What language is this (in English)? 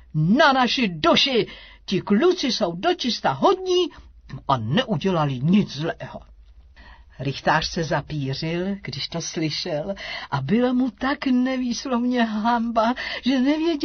Czech